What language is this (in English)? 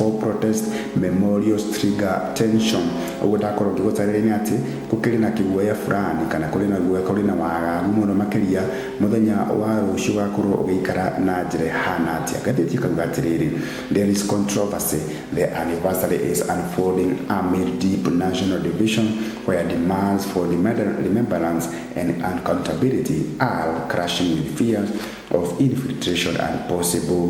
Kikuyu